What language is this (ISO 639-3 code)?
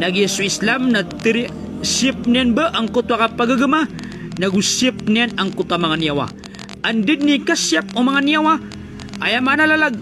mrw